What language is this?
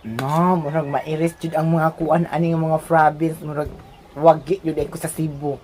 Cebuano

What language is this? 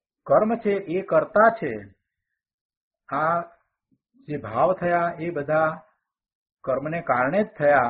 Gujarati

